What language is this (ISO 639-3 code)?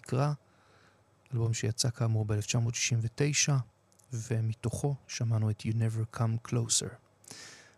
heb